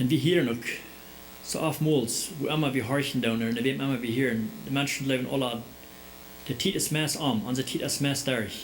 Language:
Plautdietsch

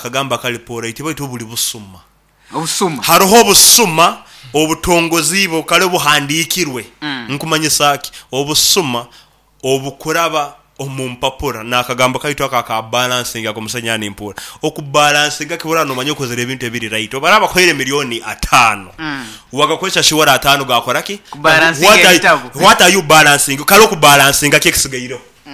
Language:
Nyoro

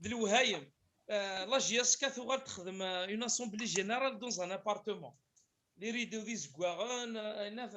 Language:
Kabyle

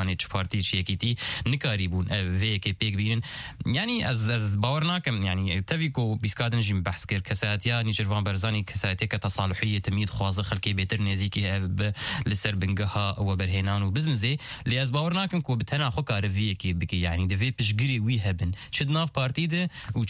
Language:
Kurdish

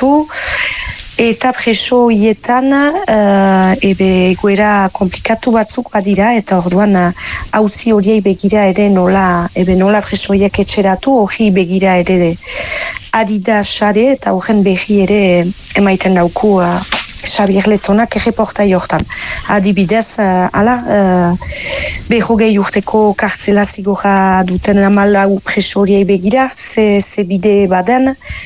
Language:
Basque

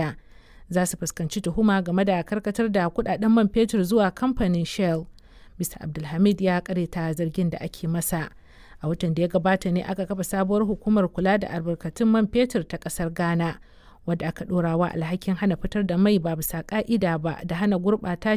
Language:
Hausa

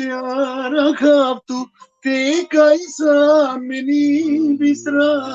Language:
Balkan Romani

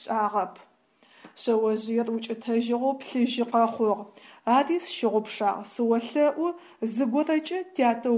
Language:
Adyghe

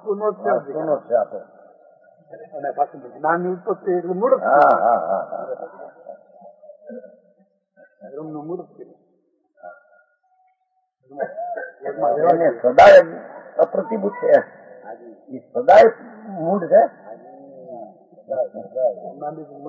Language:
Gujarati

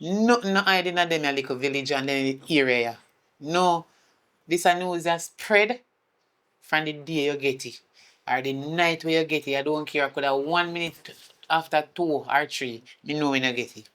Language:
Jamaican Creole English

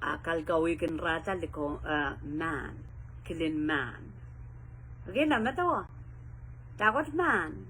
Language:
Pohnpeian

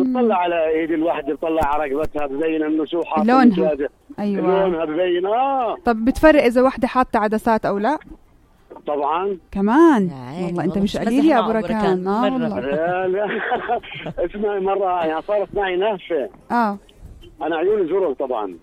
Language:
North Levantine Arabic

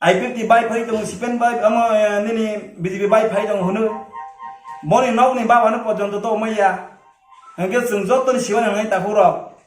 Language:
Kok Borok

